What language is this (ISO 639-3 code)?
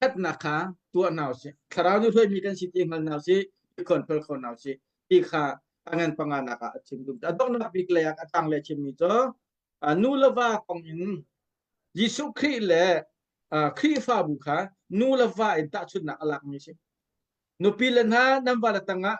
cnh